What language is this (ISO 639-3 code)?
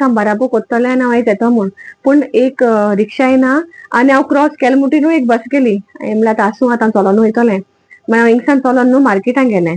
kok